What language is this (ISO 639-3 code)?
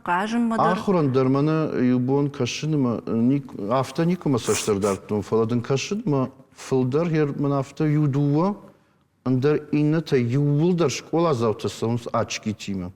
oss